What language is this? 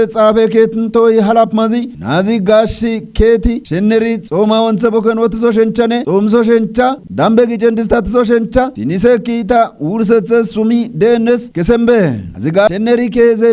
Kafa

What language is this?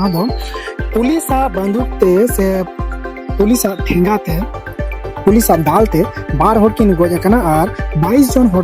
Santali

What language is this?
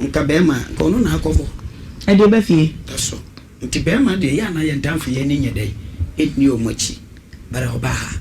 Akan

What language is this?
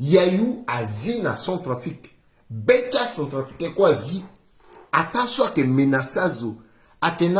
Sango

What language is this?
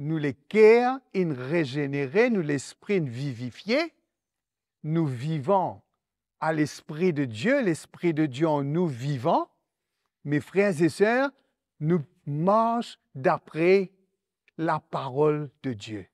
Morisyen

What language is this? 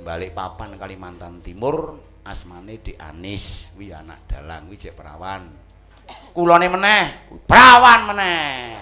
Javanese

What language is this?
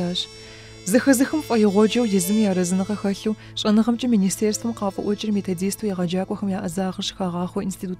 Kabardian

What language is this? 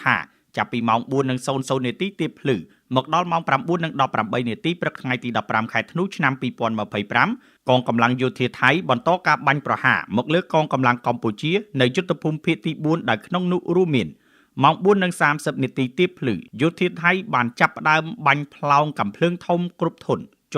Khmer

